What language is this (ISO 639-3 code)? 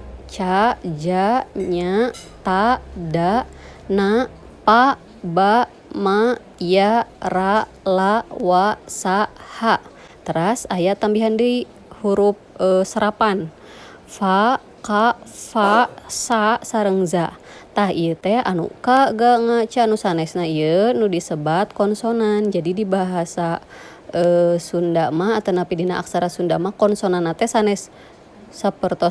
sun